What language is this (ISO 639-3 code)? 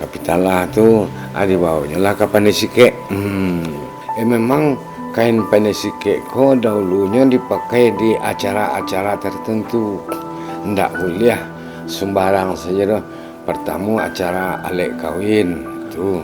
min